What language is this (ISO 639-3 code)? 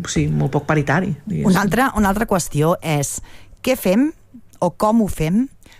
cat